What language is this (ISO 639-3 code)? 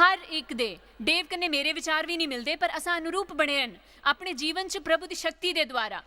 doi